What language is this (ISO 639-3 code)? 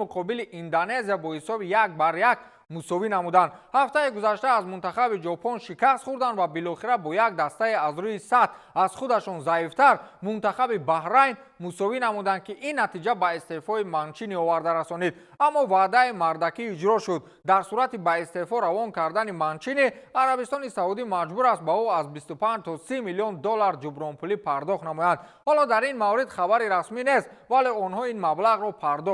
tgk